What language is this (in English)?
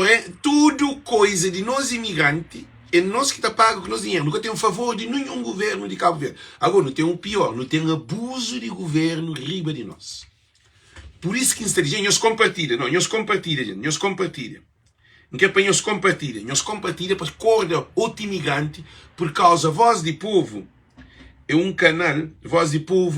Kabuverdianu